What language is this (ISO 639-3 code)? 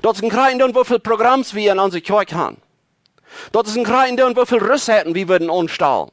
pdt